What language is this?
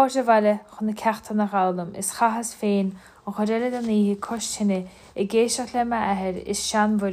Irish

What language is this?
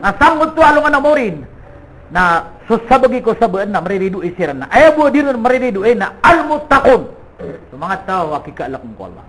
Maranao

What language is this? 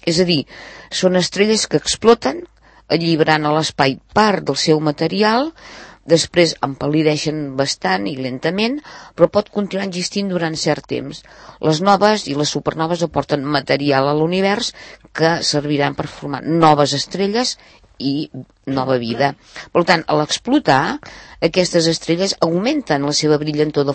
Catalan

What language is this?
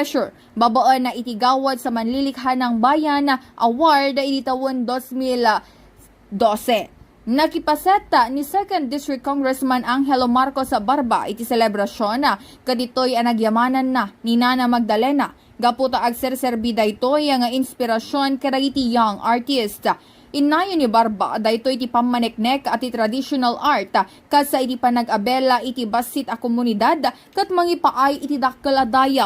Iloko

